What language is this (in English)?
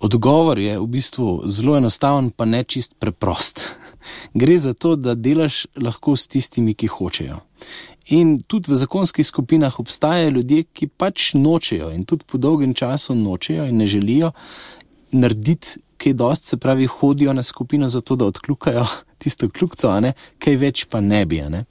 Slovenian